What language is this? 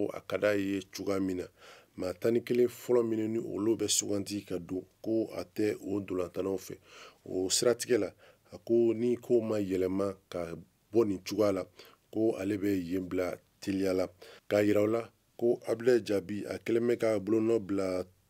Bambara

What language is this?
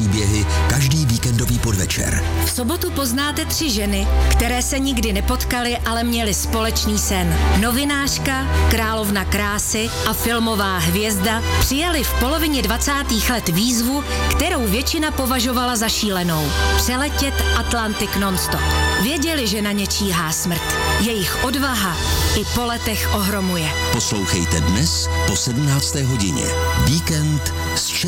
Czech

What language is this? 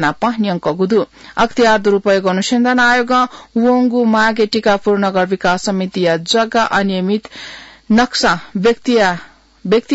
Newari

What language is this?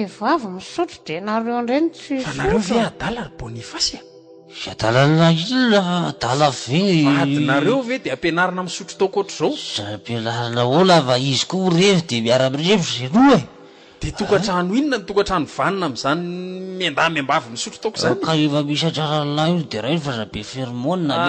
Malagasy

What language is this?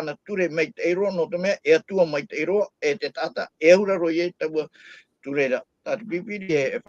Tahitian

